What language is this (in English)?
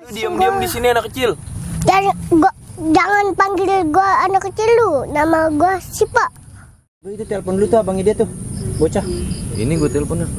Betawi